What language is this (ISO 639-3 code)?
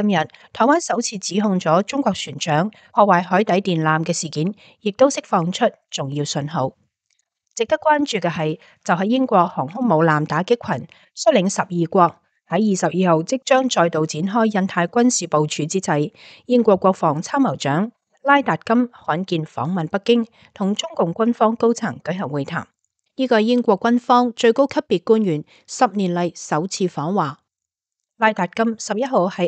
yue